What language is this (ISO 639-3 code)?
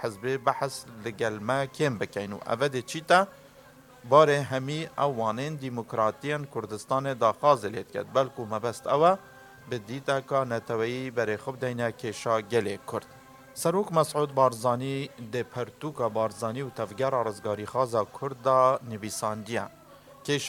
kur